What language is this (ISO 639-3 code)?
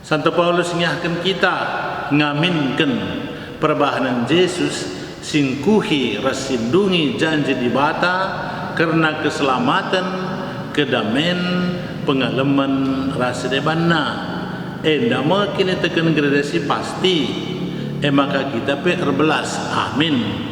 btx